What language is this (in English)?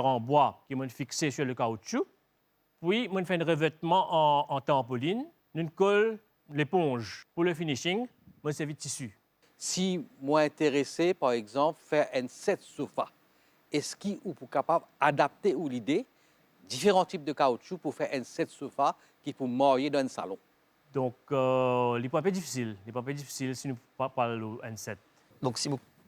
Morisyen